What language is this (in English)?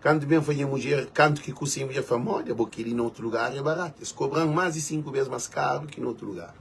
Kabuverdianu